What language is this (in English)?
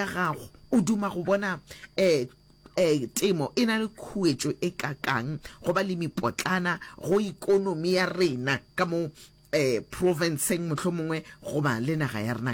Northern Sotho